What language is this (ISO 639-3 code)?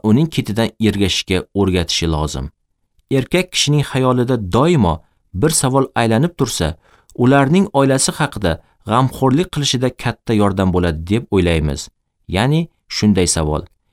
uzb